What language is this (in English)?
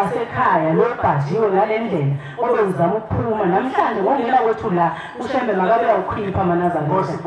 Zulu